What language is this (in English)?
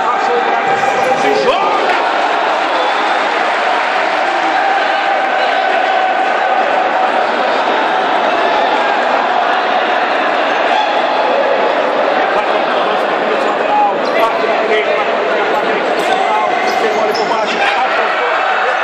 Portuguese